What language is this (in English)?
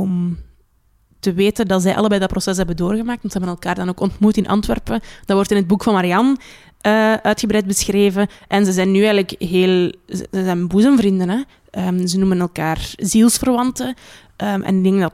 Dutch